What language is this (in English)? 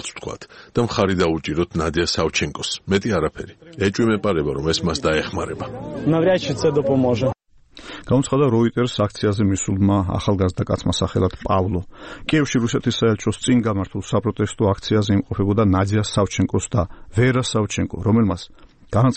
Georgian